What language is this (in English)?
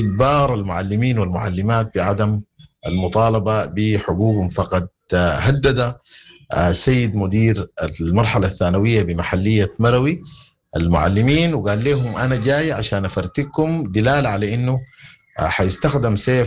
Sudanese Arabic